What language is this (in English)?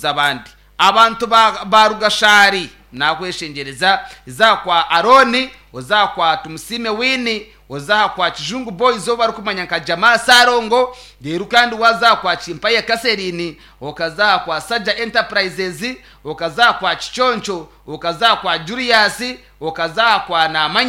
Nyankole